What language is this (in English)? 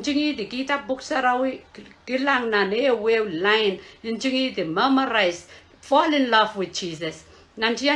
Pohnpeian